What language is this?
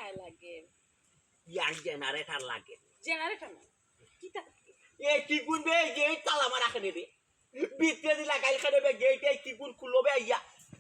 Sylheti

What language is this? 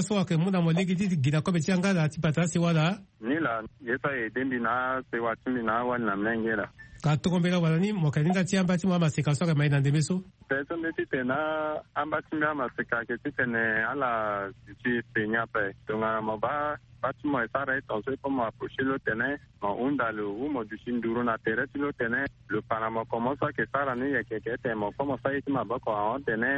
Sango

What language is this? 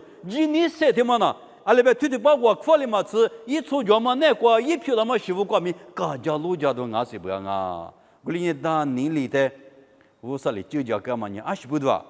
Lisu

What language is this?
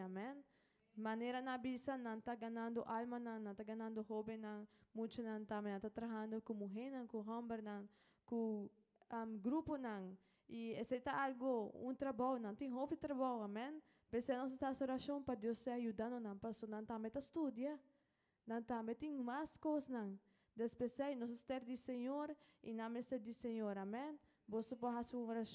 Papiamento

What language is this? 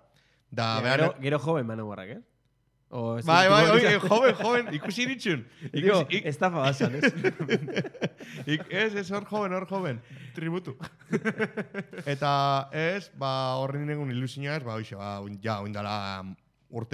Basque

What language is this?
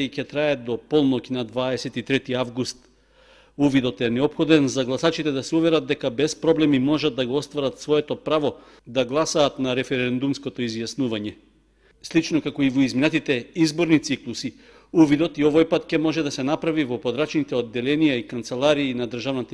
Macedonian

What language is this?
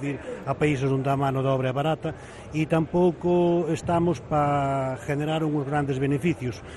Galician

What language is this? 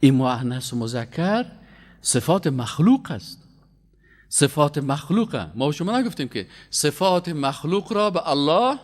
Persian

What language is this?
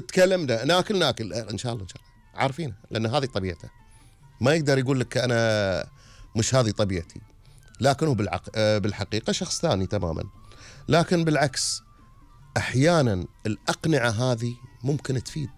Gulf Arabic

